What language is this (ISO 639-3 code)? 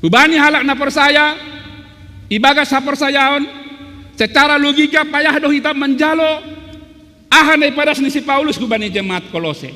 bts